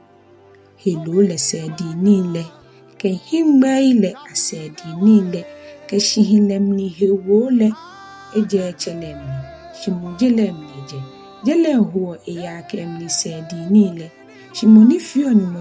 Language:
Ga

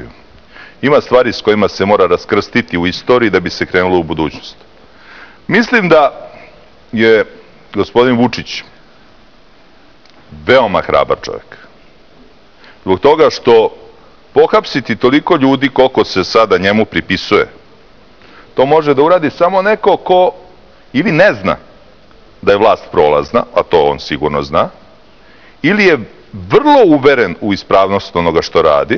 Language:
Serbian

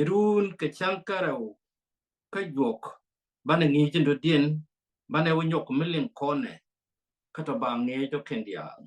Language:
Nuer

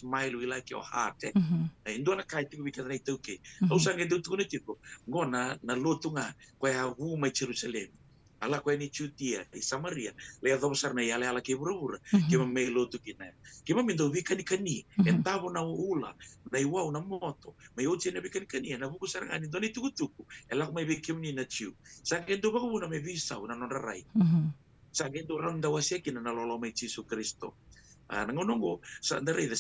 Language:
Fijian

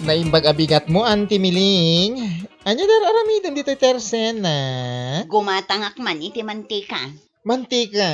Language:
Iloko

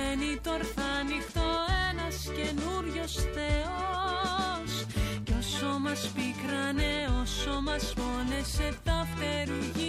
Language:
Greek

